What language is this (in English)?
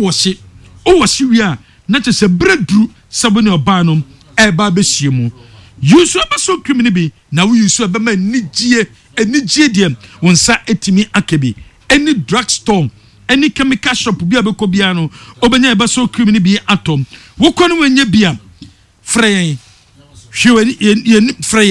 Akan